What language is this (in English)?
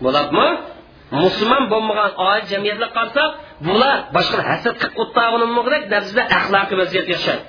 Uyghur